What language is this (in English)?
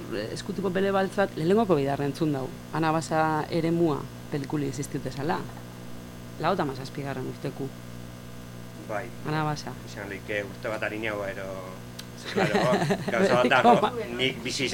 Basque